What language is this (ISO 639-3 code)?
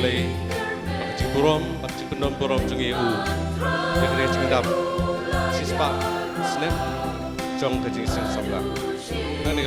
kha